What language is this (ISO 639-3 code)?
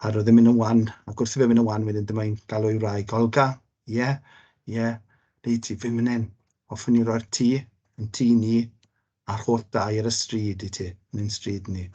cym